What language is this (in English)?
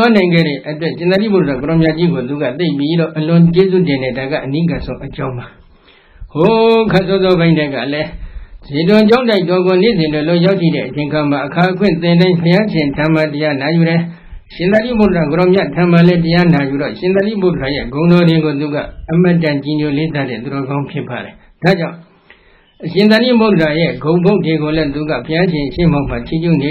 Burmese